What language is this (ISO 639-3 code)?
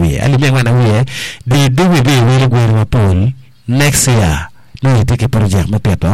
ach